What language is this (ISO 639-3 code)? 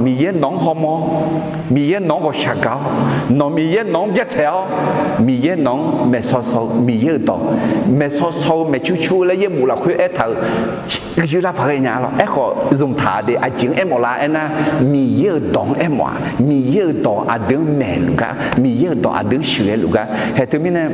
ahk